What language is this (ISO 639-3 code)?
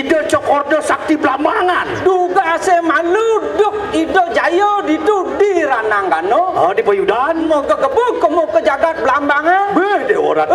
ban